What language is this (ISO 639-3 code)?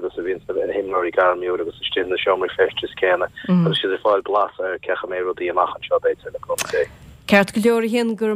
gle